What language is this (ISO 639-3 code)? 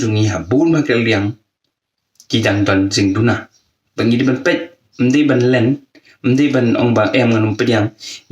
kha